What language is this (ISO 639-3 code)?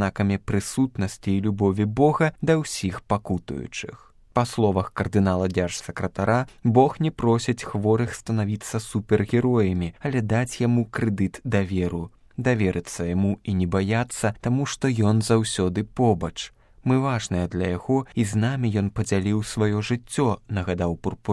bel